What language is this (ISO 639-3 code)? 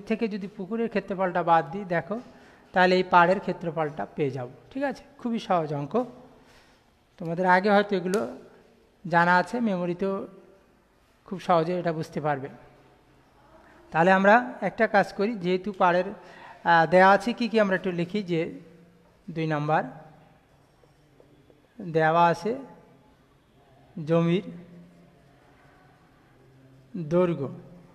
ben